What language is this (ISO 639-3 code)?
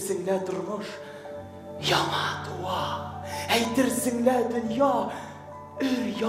tat